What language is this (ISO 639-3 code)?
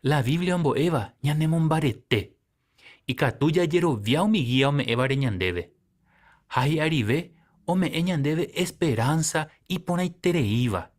grn